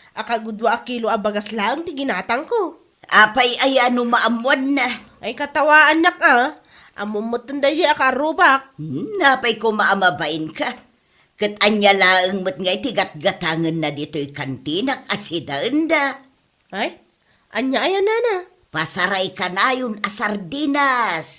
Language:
Iloko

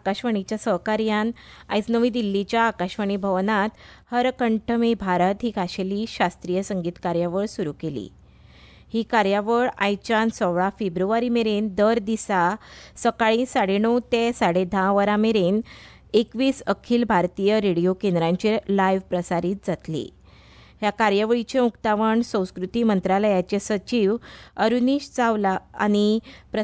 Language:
Konkani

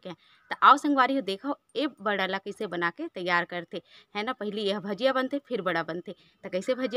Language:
Chhattisgarhi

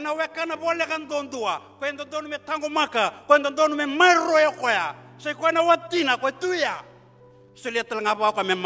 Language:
Fijian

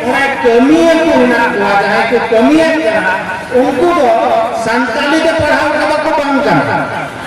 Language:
Santali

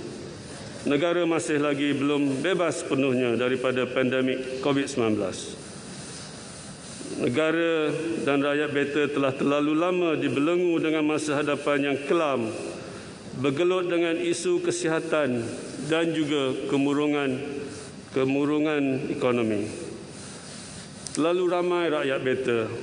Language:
Malay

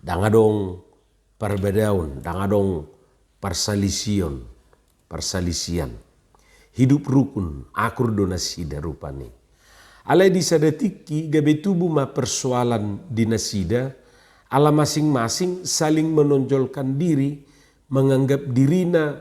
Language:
Batak Toba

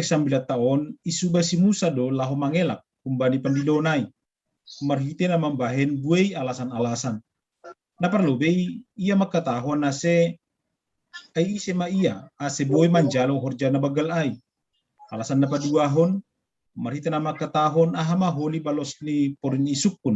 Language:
Batak Simalungun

